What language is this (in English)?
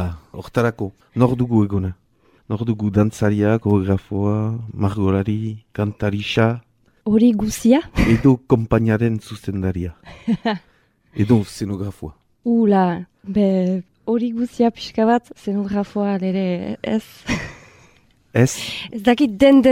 Basque